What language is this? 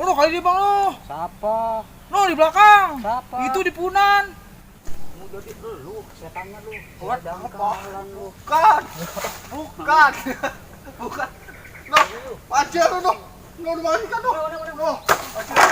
Betawi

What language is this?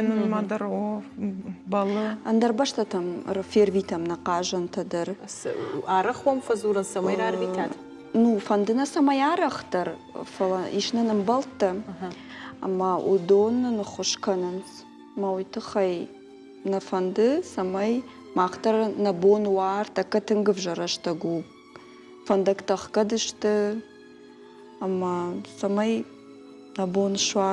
Ossetic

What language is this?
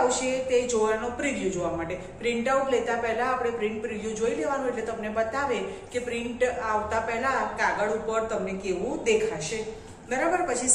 Gujarati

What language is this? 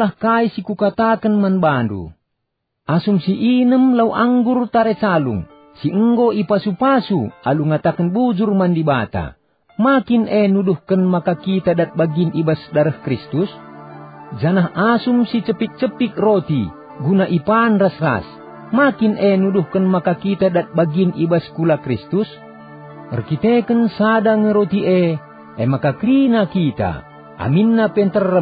Batak Karo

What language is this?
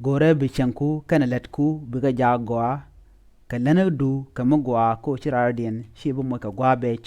Nuer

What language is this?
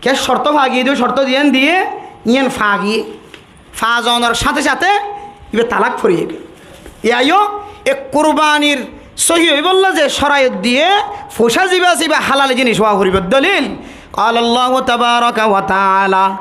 Rohingya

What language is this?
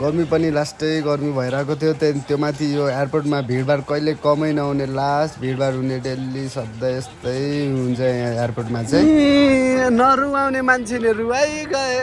Nepali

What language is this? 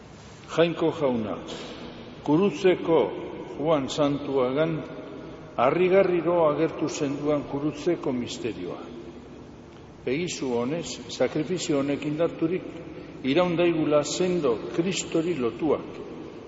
Basque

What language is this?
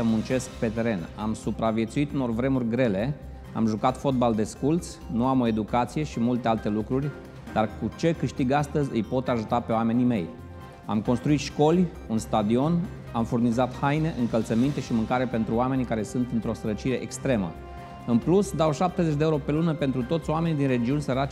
Romanian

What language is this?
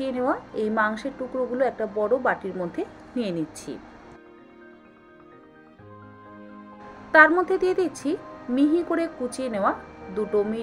Bangla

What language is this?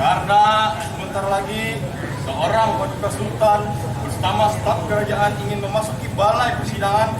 Banjar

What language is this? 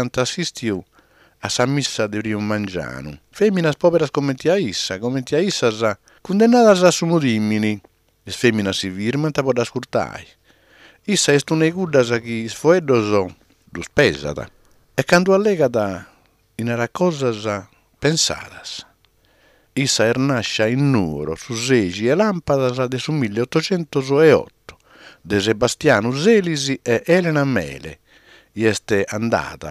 Sardinian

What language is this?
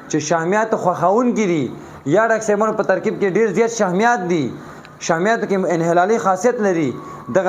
Pashto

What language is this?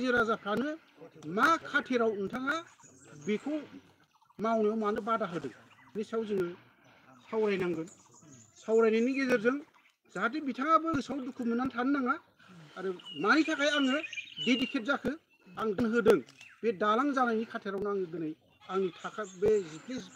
Bodo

